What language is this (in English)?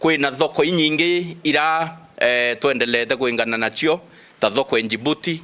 Meru